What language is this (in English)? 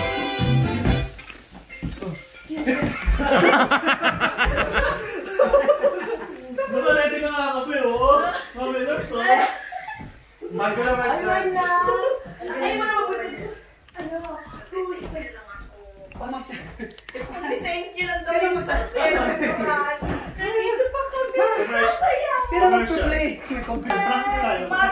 Filipino